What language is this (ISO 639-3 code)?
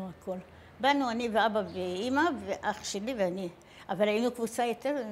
heb